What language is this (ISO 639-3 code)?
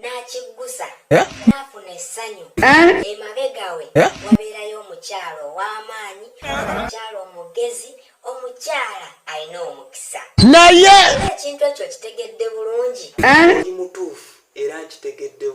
lug